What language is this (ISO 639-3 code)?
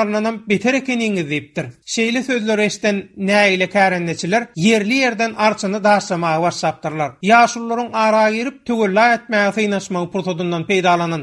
tuk